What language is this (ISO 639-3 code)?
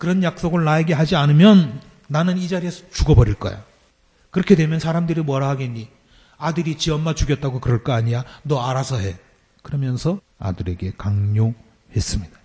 kor